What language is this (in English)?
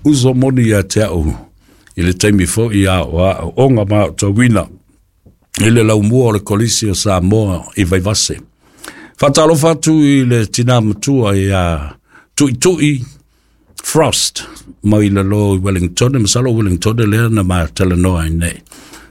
Samoan